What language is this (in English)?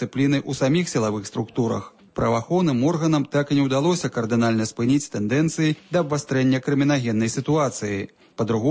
Belarusian